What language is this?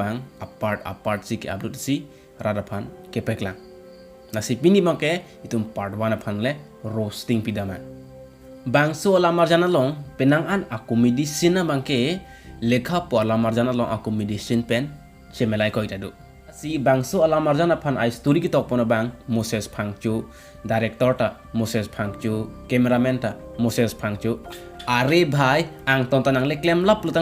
Karbi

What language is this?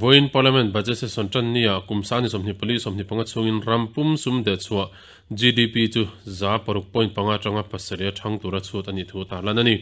Mizo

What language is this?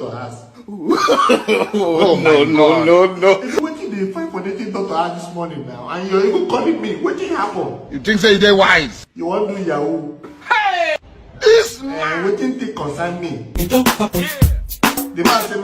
Nigerian Pidgin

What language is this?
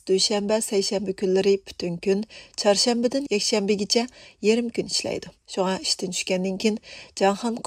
Uyghur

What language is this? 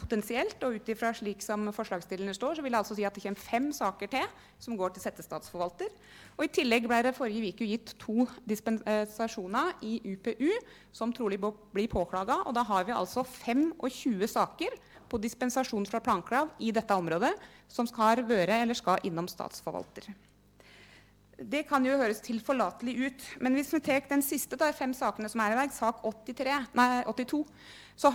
Norwegian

